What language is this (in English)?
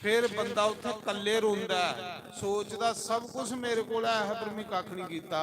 Dogri